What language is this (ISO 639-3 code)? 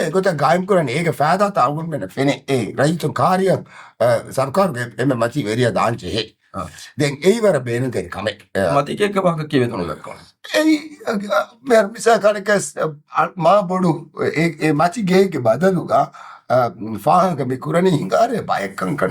div